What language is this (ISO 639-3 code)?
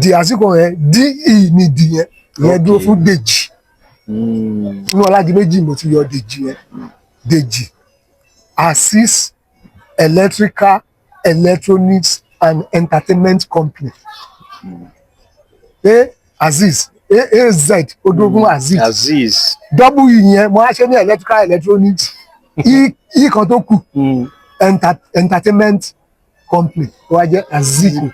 yor